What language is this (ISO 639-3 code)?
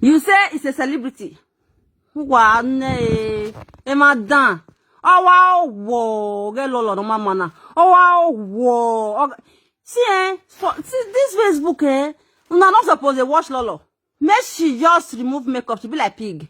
pcm